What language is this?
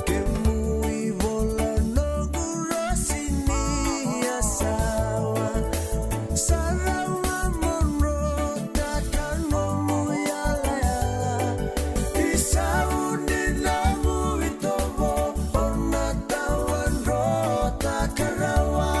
Fijian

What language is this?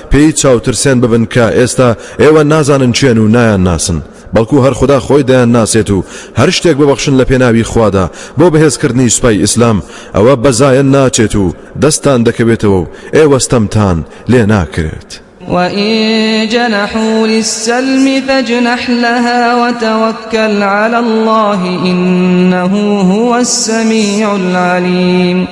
Central Kurdish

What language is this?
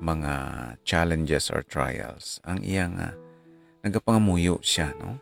Hiligaynon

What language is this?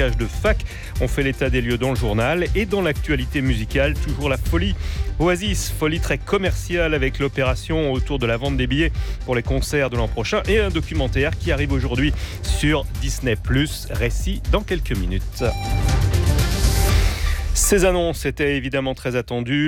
French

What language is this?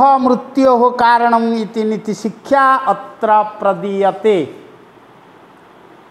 Odia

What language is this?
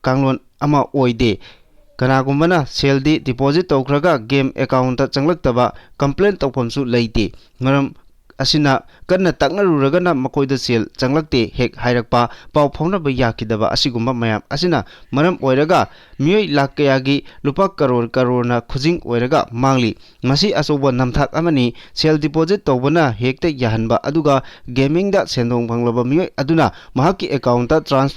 Manipuri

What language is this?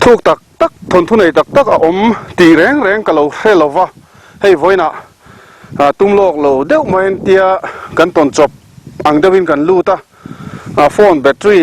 Mizo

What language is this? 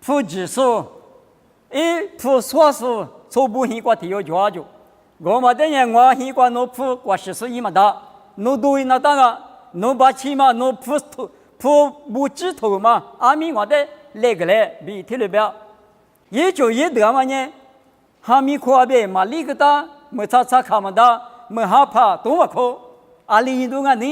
Lisu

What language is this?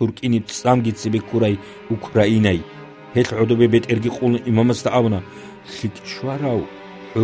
Avaric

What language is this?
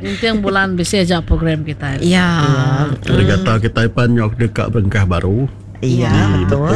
Iban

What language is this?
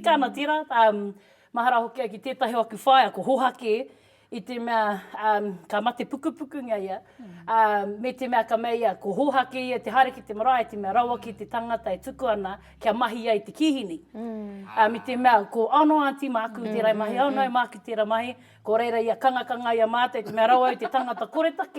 Māori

